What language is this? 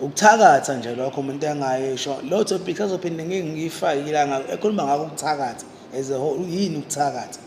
Zulu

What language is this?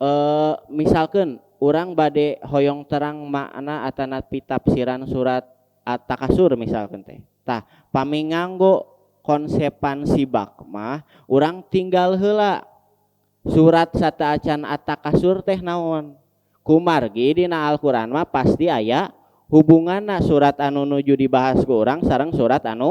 Sundanese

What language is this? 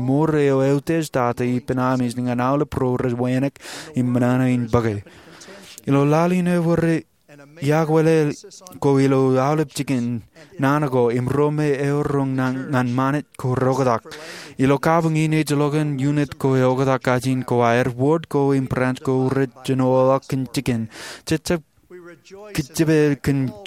Marshallese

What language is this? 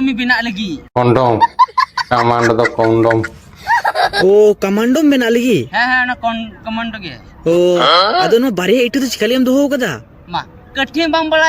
Santali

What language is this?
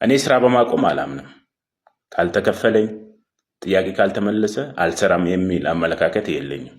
Amharic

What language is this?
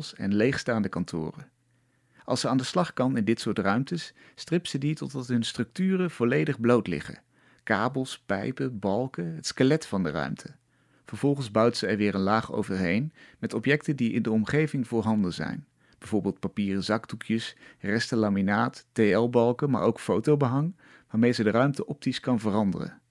Dutch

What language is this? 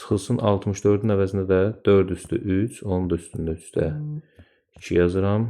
Azerbaijani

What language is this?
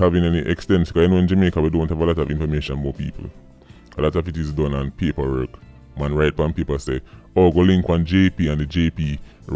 Jamaican Creole English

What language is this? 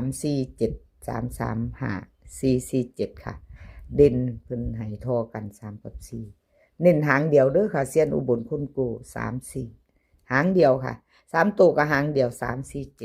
Northeastern Thai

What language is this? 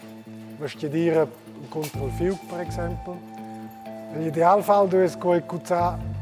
Romansh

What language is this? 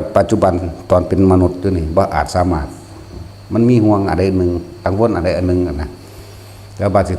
Northeastern Thai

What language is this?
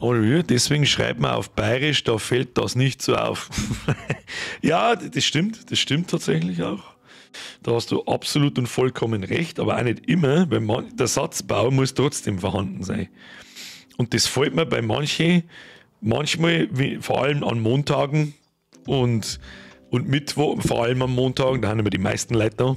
Bavarian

